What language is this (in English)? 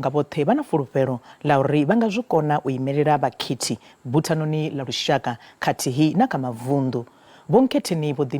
Venda